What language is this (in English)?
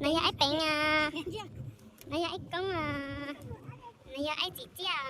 Hmong